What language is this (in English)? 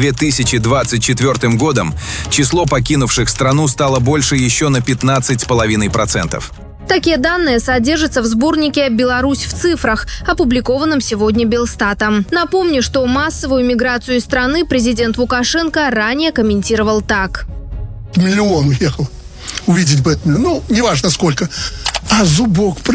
Russian